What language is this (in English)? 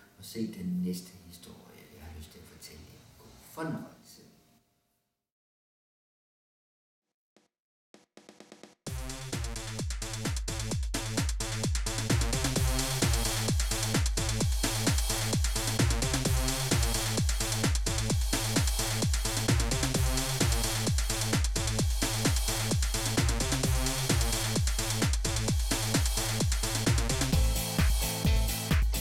Danish